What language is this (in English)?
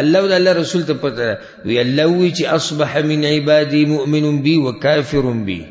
Pashto